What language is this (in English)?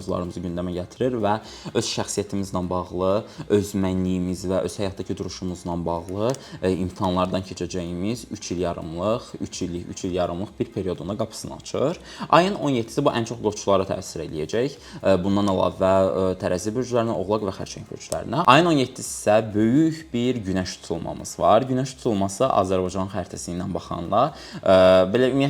Azerbaijani